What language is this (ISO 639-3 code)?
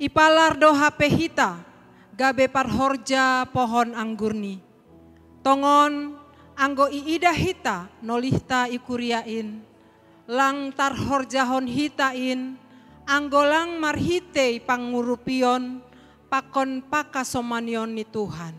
bts